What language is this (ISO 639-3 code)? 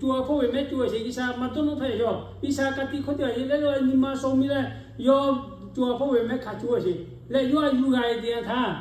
lhu